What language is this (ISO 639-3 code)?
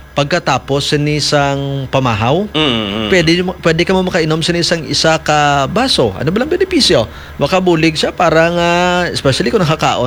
hil